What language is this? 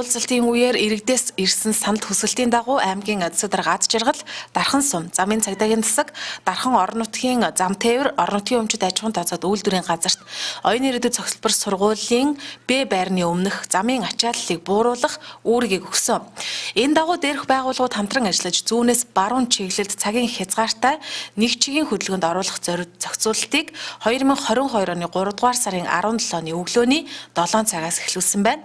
Mongolian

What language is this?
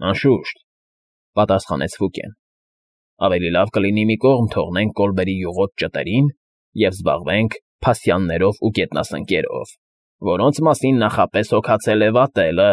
Armenian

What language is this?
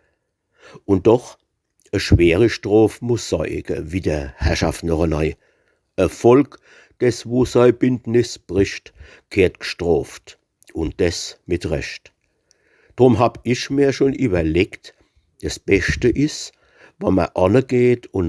Palatine German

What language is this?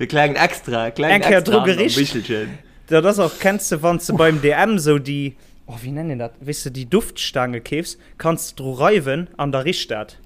Luxembourgish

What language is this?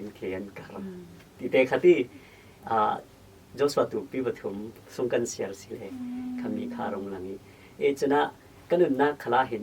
Falam Chin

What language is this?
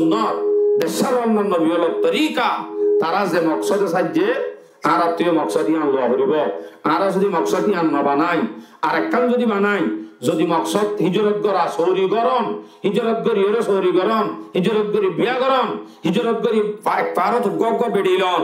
Rohingya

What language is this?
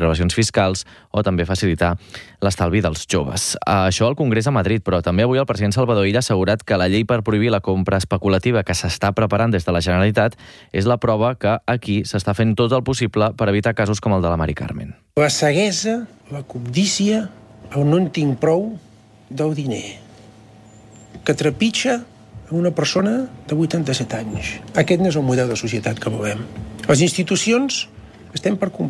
Catalan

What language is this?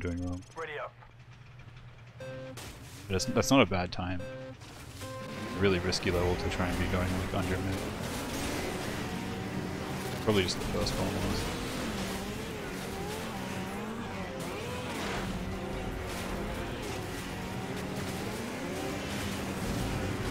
English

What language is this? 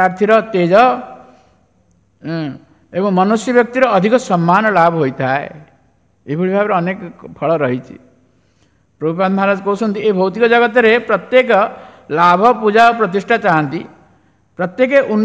Odia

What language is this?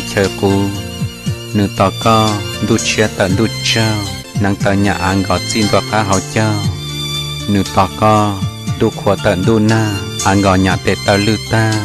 Hmong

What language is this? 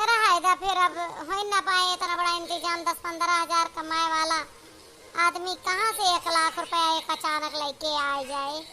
Awadhi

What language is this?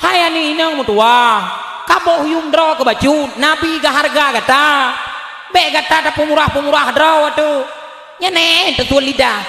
Achinese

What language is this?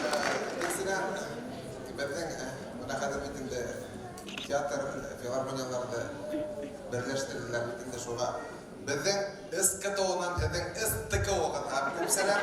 Bashkir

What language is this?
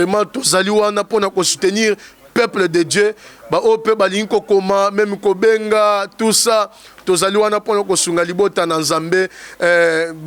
Lingala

